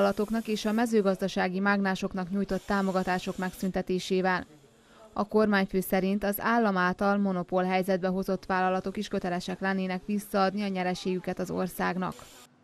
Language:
Hungarian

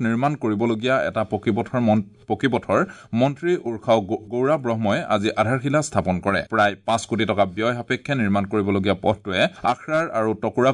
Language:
Assamese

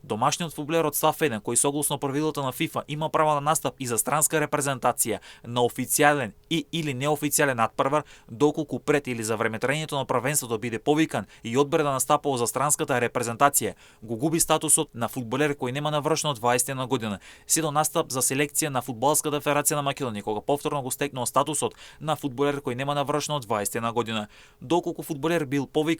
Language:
Macedonian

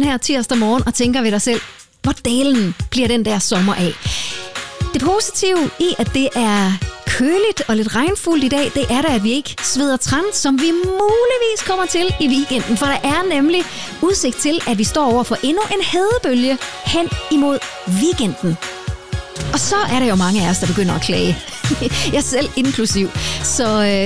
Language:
Danish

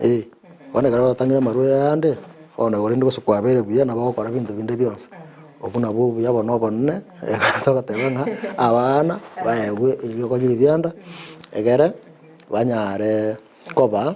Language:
Gusii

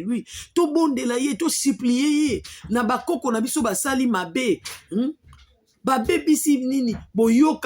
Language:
Lingala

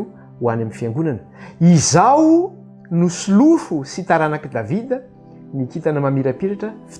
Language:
Malagasy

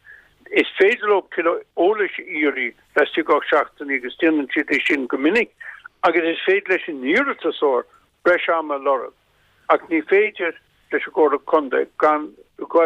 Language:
Irish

